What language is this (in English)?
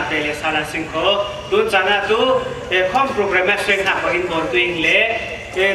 Falam Chin